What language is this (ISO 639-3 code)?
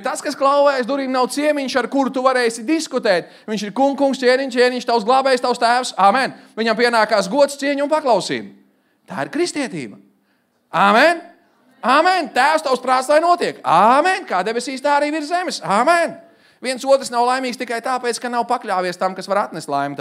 lav